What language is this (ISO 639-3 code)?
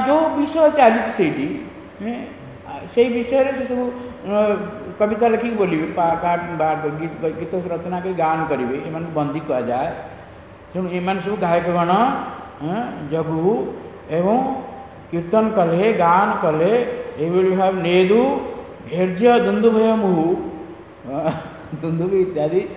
ori